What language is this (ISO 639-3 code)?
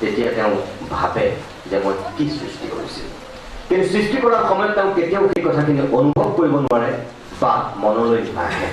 asm